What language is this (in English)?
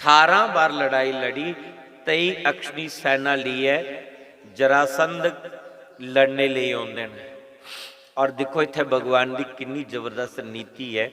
Dogri